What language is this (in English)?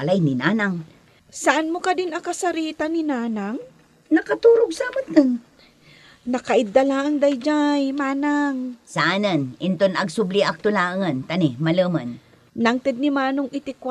Iloko